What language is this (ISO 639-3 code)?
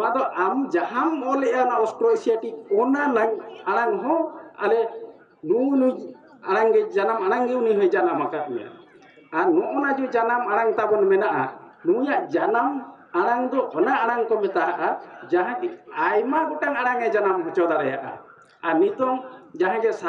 sat